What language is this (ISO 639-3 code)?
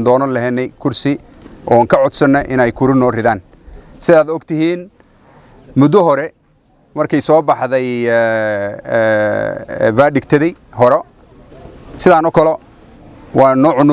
som